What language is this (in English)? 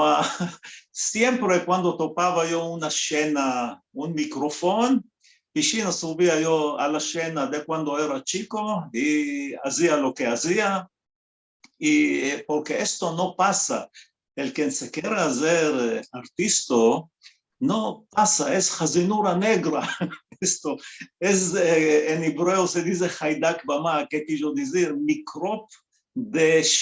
Ladino